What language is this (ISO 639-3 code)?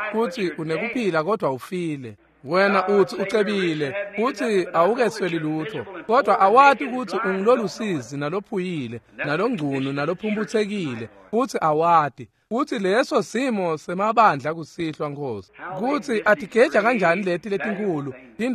ssw